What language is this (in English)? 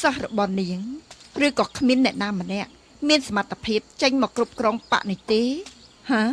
Khmer